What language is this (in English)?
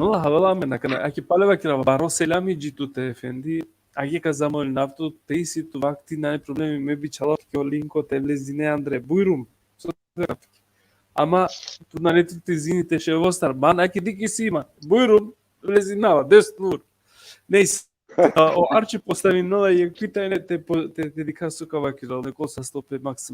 Balkan Romani